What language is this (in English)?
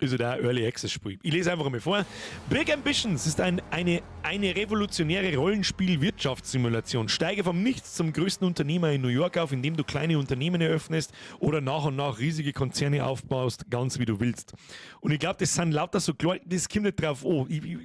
Bavarian